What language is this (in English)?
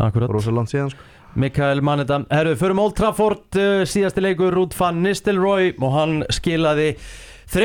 Icelandic